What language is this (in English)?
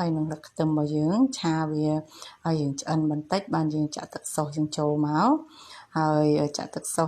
Khmer